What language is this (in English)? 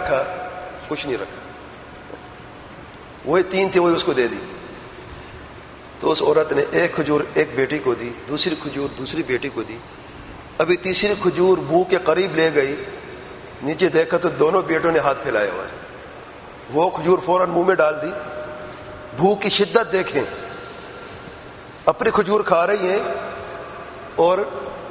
Urdu